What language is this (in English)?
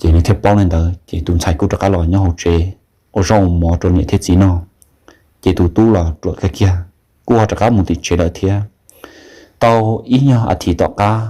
Hmong